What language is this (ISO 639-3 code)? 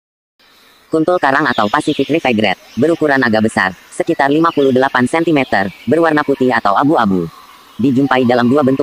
ind